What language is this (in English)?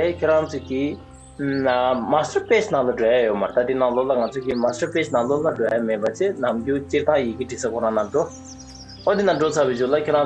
Tibetan